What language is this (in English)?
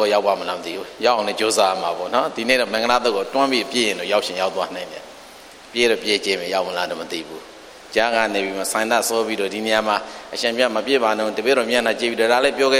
Burmese